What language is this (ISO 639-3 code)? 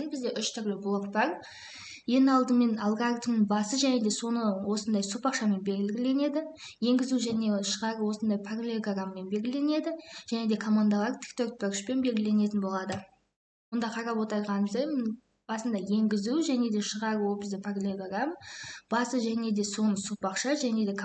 kaz